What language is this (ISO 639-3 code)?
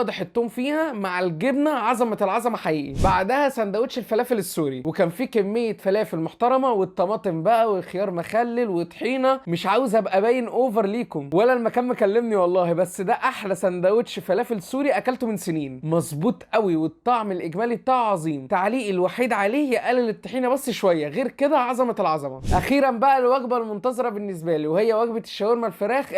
arz